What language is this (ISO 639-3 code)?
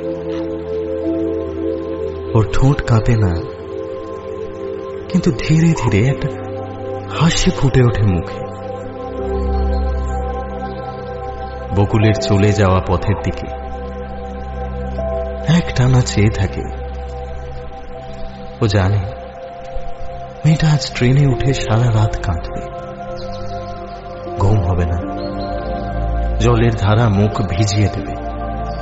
ben